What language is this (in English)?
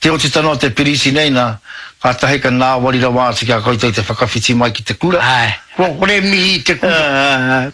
Māori